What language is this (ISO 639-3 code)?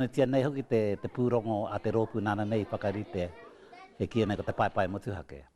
mri